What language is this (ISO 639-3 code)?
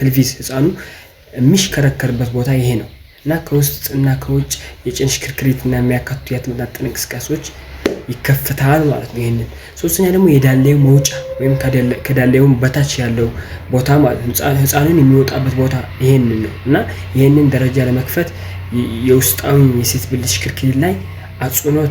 amh